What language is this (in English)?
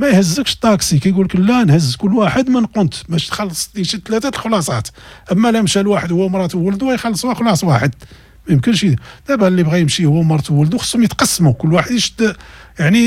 Moroccan Arabic